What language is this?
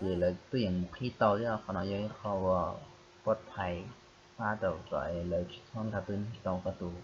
Hmong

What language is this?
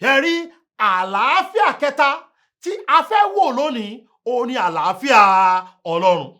Yoruba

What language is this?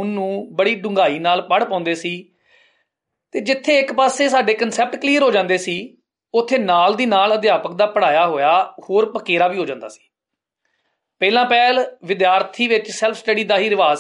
Punjabi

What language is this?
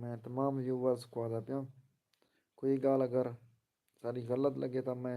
Saraiki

